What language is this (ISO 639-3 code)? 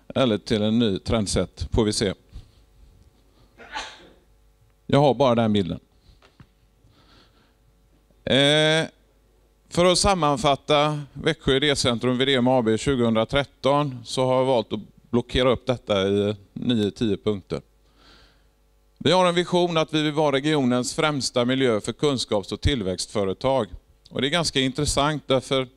swe